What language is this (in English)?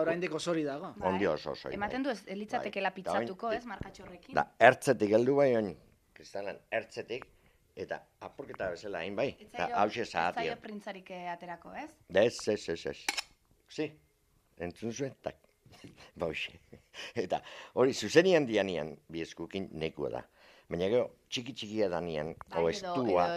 Basque